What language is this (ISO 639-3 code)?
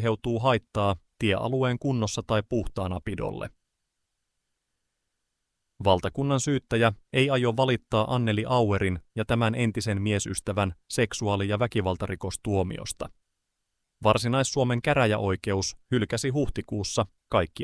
fin